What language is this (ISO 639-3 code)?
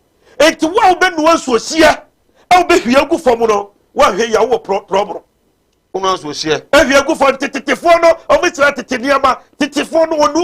aka